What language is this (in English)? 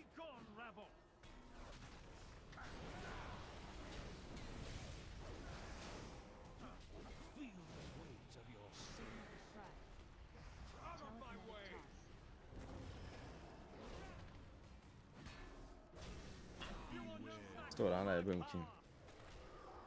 Swedish